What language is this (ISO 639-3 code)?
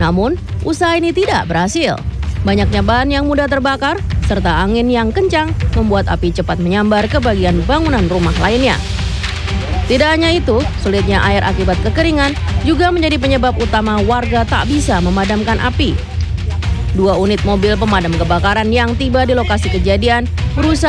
ind